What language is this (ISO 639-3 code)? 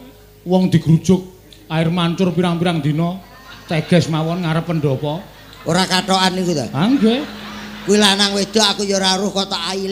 jav